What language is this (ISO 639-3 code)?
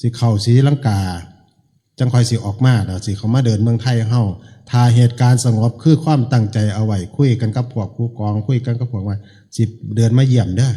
tts